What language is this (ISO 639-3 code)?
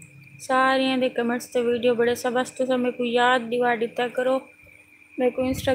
skr